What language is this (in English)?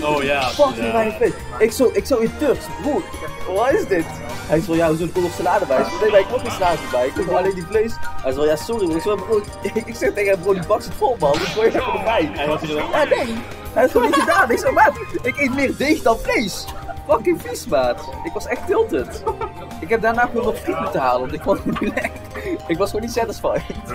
Dutch